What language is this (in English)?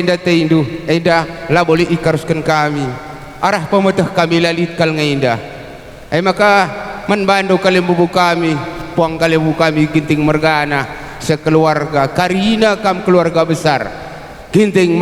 Batak Karo